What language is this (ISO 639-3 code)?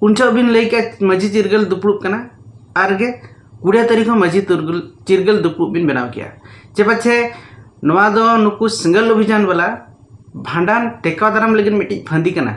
sat